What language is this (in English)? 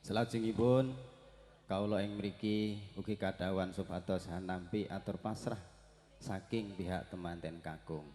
Javanese